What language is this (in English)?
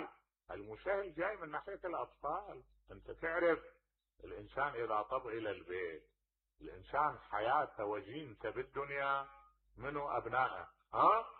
Mesopotamian Arabic